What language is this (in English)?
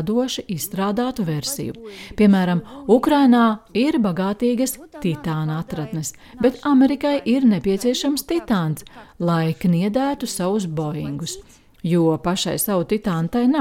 Latvian